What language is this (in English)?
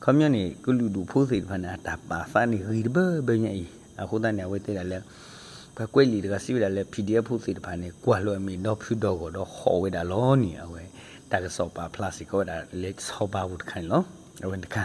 S'gaw Karen